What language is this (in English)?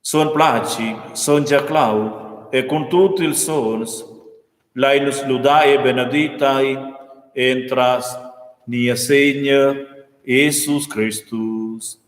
Romansh